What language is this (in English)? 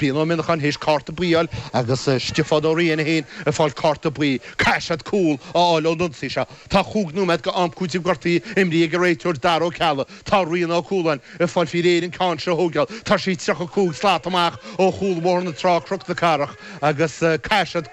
Irish